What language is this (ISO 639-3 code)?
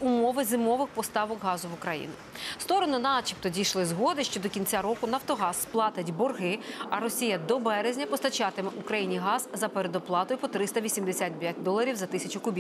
ukr